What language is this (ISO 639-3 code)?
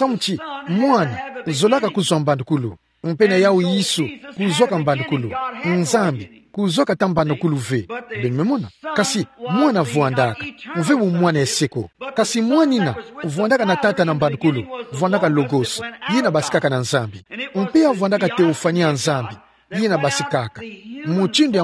ktu